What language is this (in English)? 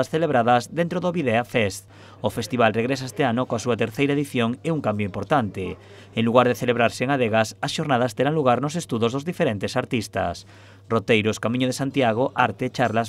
Galician